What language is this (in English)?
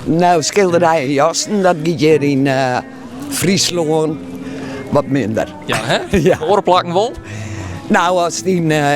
Western Frisian